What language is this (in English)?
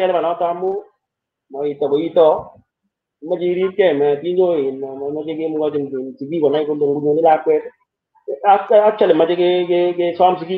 Kalenjin